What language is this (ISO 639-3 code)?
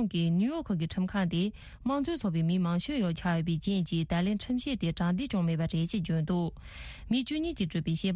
bod